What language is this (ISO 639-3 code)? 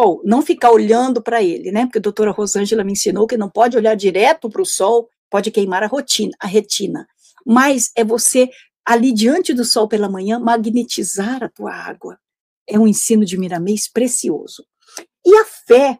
por